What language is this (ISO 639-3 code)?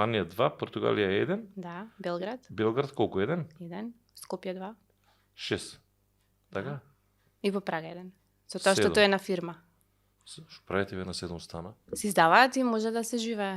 mkd